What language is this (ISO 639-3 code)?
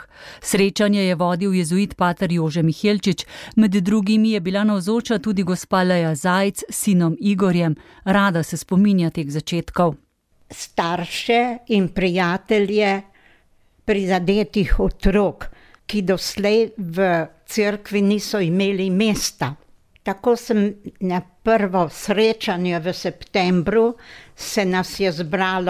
slv